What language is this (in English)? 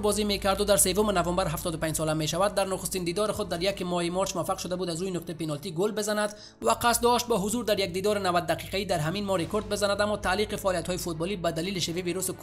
Persian